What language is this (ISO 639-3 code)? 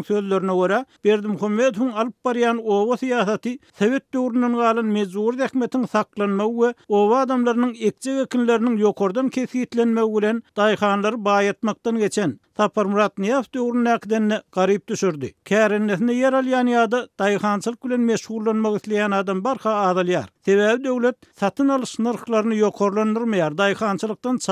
tuk